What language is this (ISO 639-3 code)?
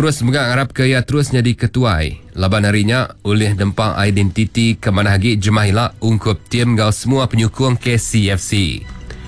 iba